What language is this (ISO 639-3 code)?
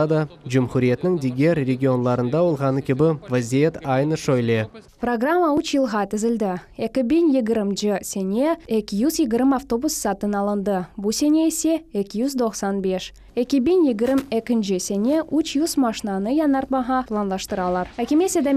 crh